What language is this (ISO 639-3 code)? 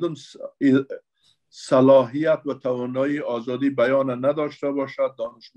fas